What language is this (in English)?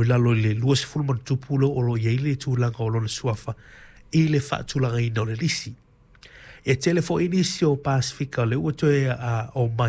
Samoan